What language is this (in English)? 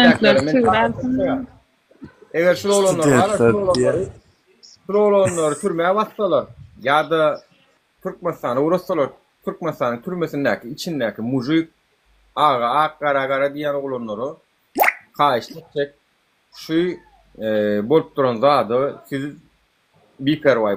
Turkmen